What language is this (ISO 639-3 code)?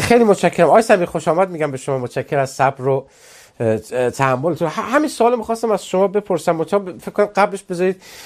fas